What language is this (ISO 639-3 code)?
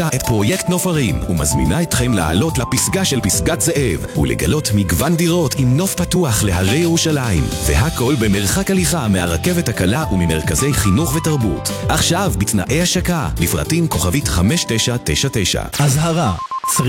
heb